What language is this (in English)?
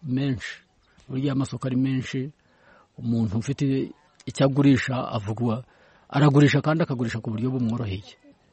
Kinyarwanda